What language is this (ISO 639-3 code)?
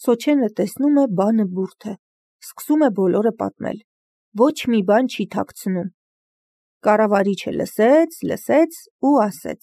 hye